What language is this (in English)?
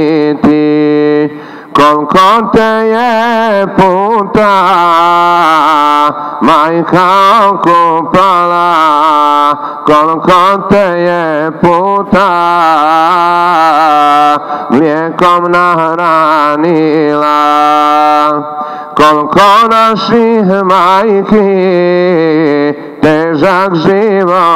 Bosnian